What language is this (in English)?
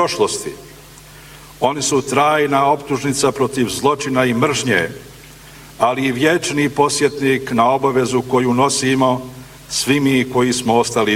Bosnian